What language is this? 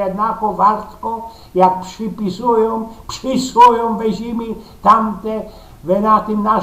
Silesian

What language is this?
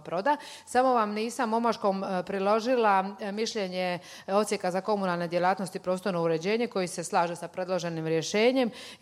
Croatian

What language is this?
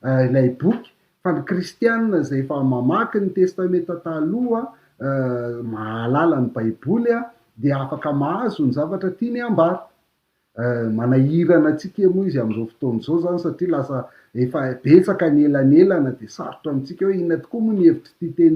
Malagasy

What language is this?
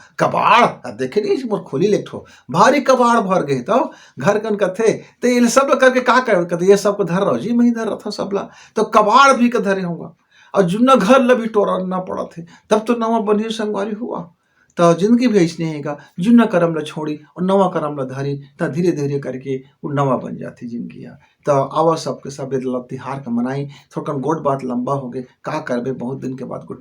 Chhattisgarhi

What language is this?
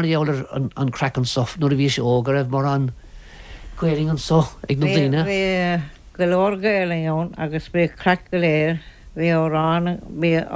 Irish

